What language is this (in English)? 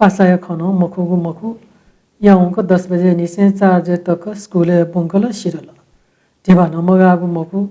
Newari